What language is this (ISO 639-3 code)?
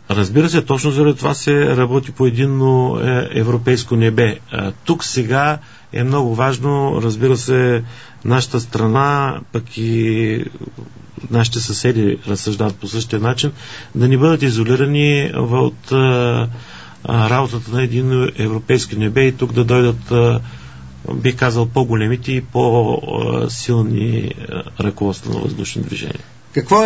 bul